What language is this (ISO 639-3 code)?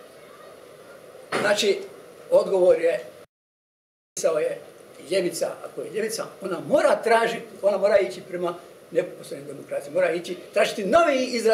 hrv